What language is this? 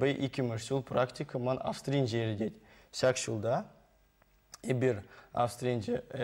Chuvash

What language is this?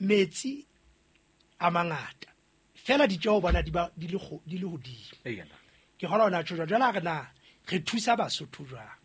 Southern Sotho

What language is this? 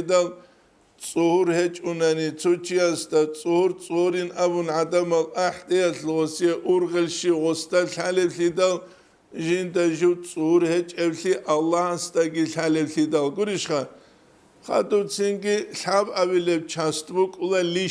Avaric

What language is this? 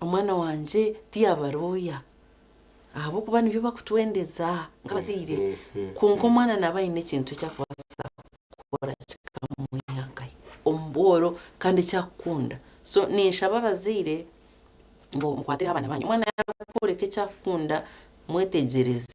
Nyankole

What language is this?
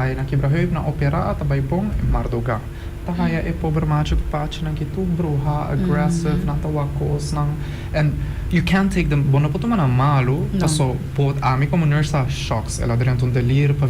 Papiamento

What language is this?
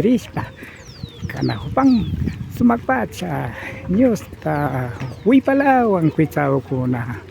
Imbabura Highland Quichua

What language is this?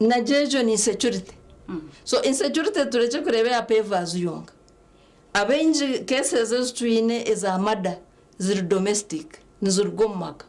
Nyankole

